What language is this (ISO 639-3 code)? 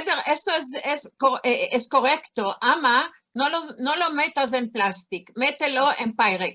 lad